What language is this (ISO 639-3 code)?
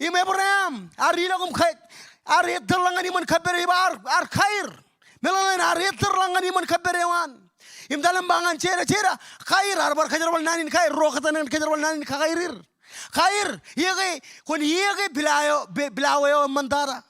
mah